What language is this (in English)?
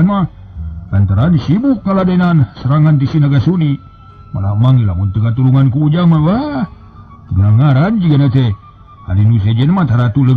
Sundanese